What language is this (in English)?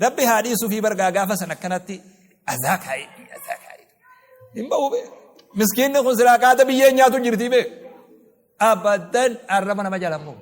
Oromo